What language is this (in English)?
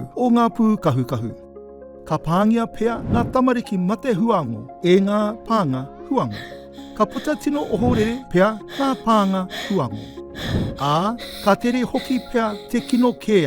Māori